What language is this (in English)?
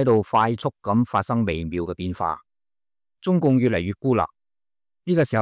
Cantonese